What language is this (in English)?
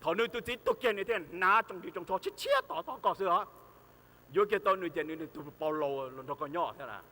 Hmong